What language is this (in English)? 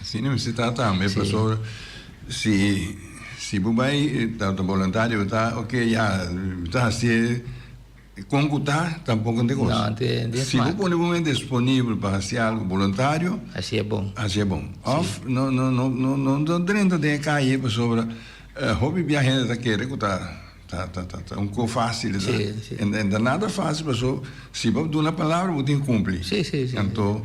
Papiamento